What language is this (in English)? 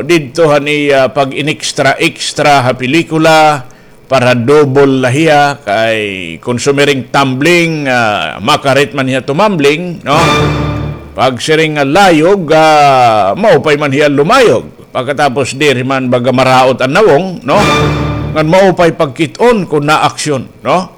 Waray